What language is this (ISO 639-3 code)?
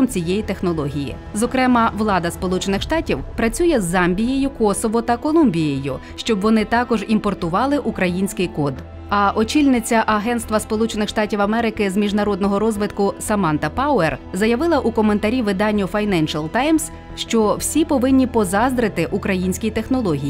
ukr